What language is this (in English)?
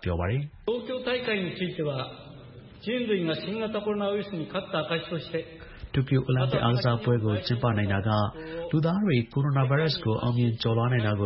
Burmese